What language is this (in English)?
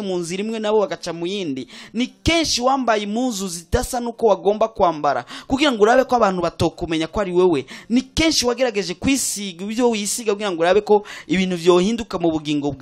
Rundi